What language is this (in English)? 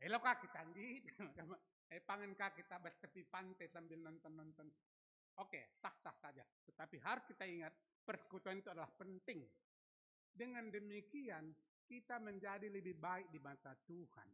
Batak Karo